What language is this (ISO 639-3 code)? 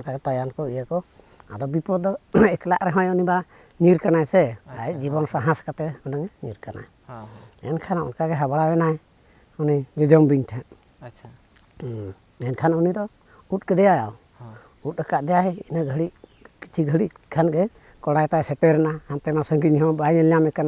sat